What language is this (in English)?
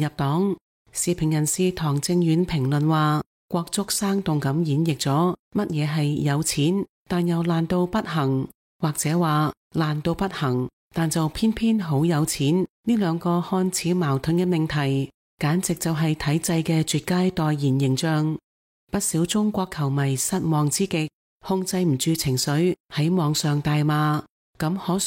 Cantonese